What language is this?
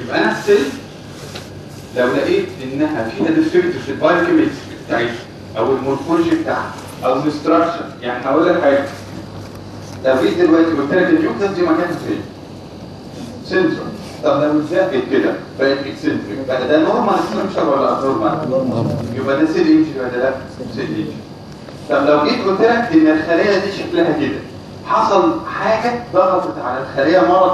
Egyptian Arabic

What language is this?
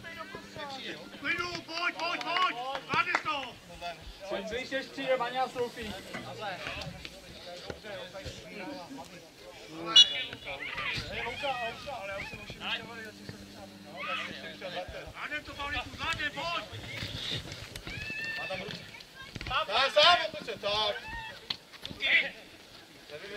Czech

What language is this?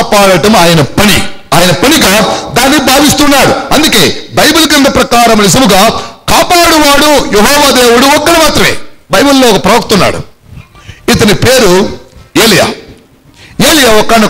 Telugu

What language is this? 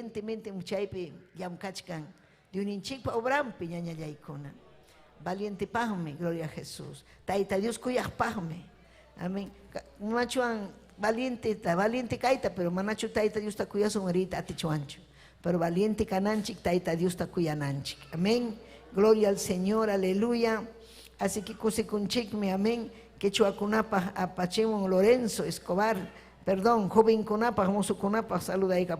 Ayacucho Quechua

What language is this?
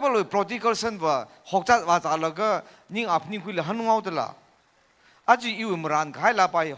Tangkhul Naga (India)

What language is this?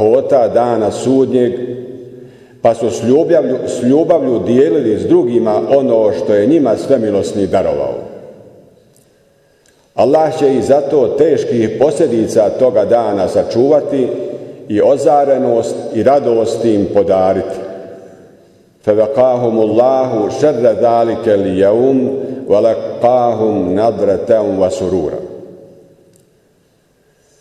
Bosnian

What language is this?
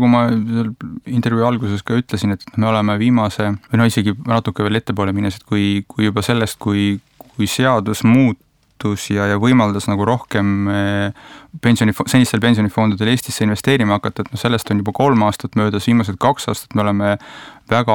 Estonian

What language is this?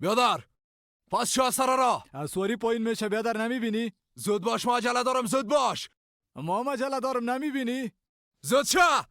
Persian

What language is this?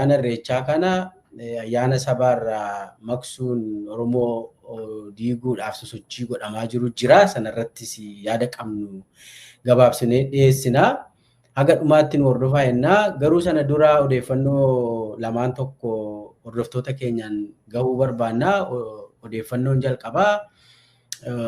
Oromo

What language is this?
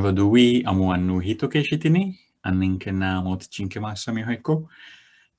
Sidamo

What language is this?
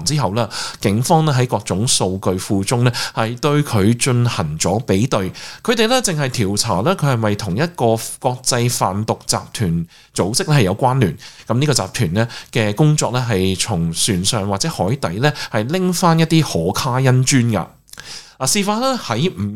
Cantonese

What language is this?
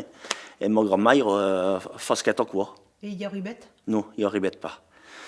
Occitan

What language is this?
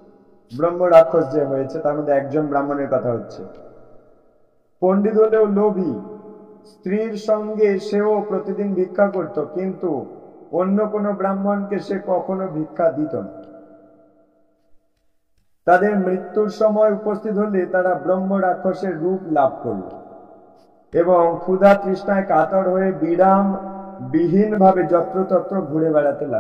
Bangla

